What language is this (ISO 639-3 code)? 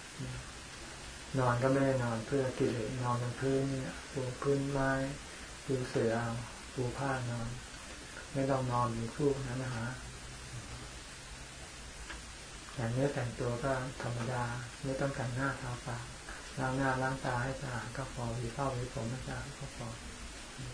tha